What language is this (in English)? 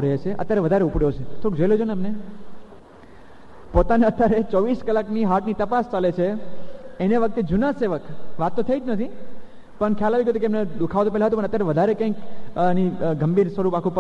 Gujarati